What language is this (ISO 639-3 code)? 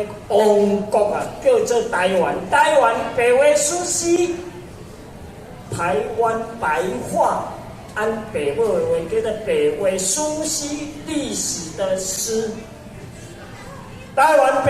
nan